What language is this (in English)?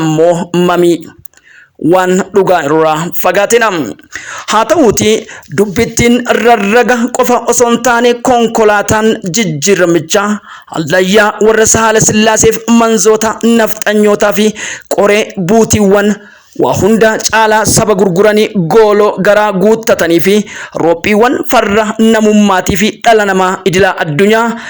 Oromo